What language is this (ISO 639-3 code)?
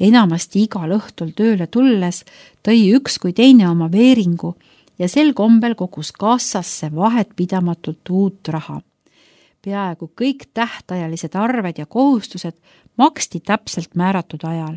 est